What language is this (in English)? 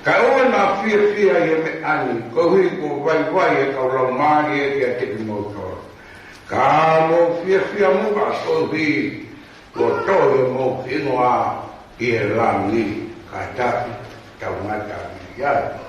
Tongan